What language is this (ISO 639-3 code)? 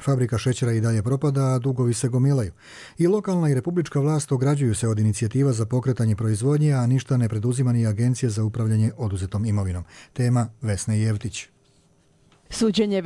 hrv